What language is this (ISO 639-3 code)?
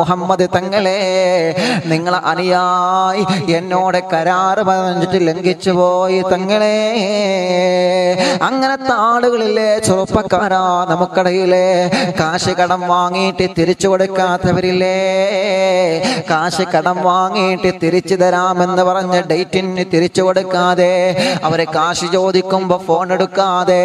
mal